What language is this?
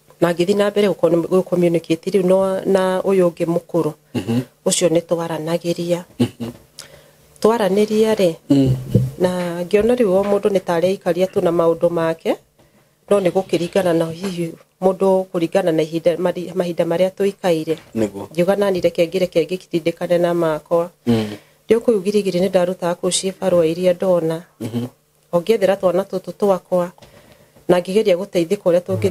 Kikuyu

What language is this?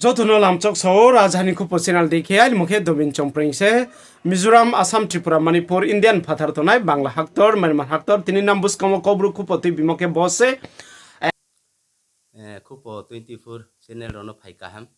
Riang (India)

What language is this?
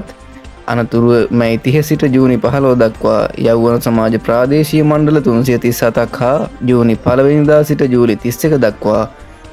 Sinhala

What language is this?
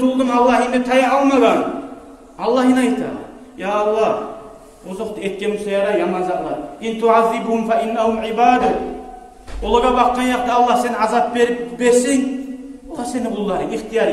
Kumyk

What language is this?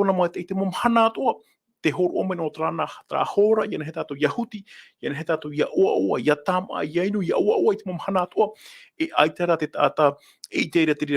Tahitian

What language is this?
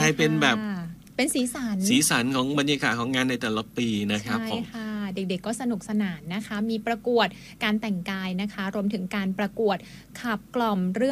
Thai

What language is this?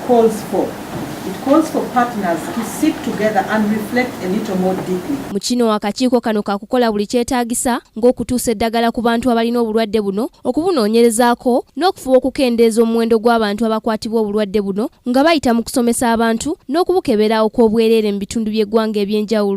Ganda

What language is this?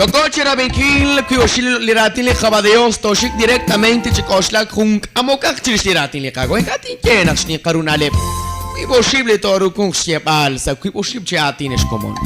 Kekchí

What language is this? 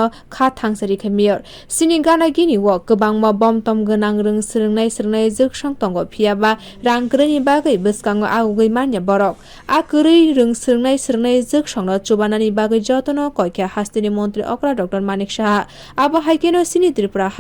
Kok Borok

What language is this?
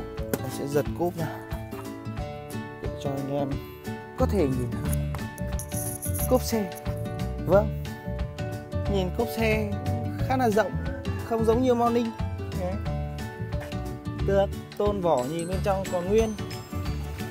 Vietnamese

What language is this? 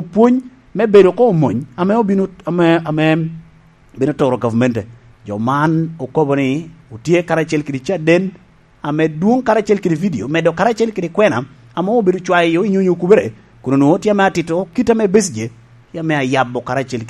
Lango (Uganda)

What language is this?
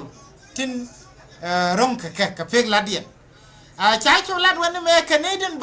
Nuer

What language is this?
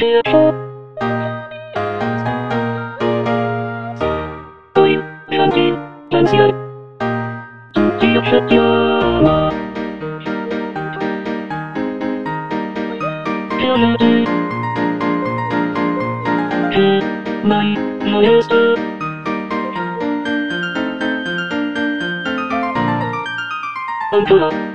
Polish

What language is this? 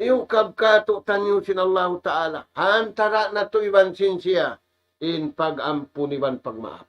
Tausug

